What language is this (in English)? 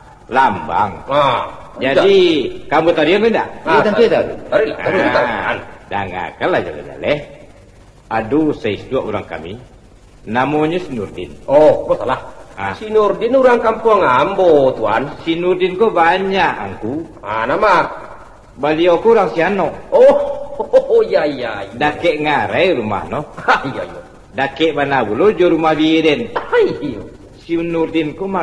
Minangkabau